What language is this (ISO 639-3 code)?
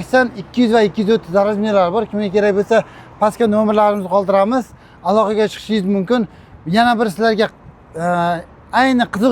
uzb